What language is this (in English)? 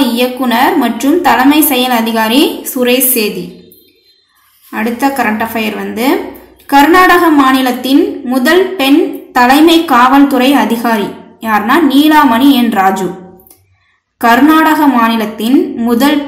Tamil